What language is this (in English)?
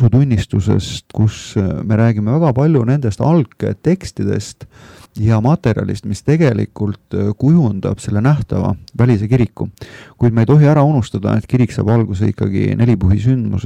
Estonian